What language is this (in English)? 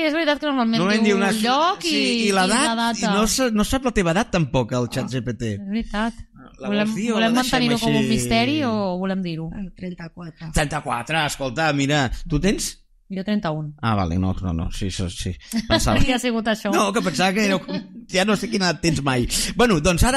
Catalan